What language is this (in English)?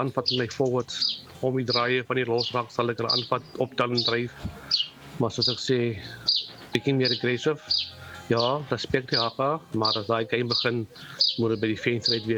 Afrikaans